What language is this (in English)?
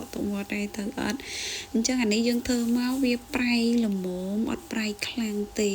Khmer